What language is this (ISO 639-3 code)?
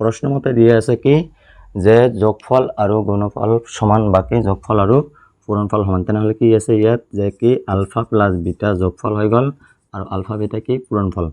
asm